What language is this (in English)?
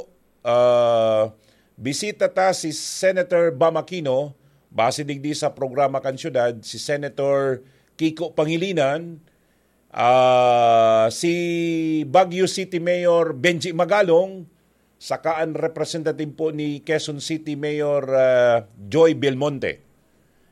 Bikol